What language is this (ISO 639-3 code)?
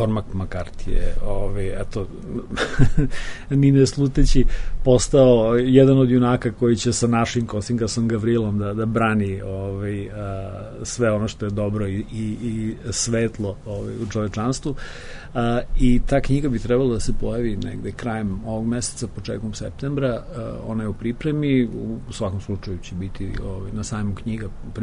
srp